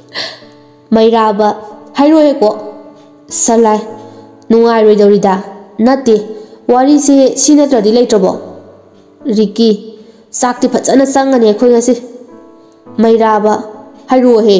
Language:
Manipuri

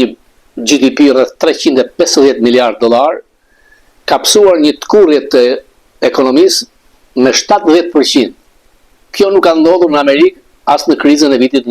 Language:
Albanian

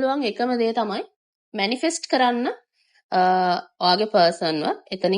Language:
Sinhala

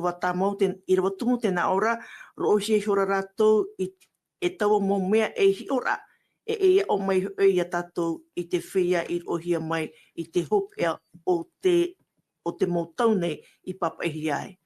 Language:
Tahitian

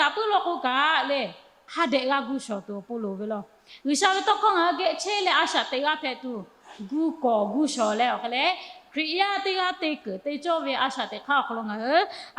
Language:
Lahu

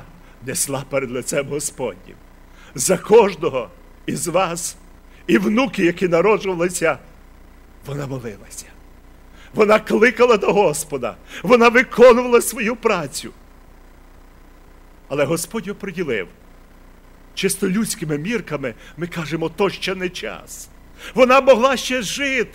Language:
Ukrainian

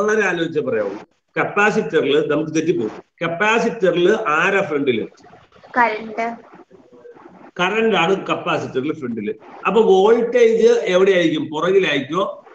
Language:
Malayalam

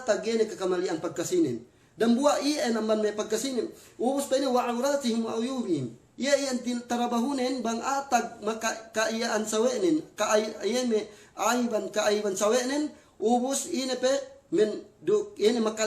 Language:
Yakan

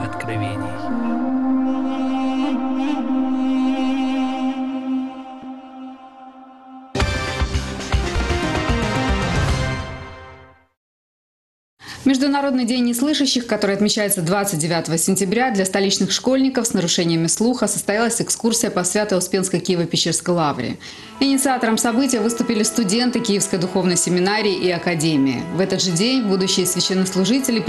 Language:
Russian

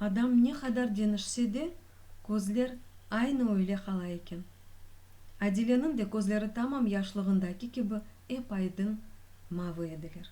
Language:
Crimean Tatar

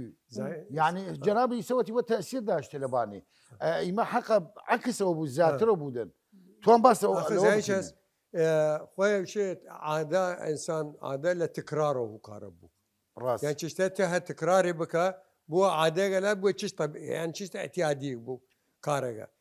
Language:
Southern Kurdish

